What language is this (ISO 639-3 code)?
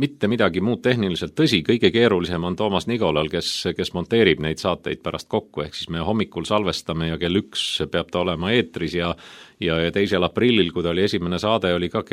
est